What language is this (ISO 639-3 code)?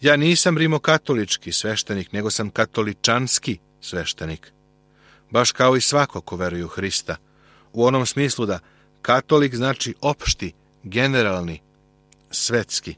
srp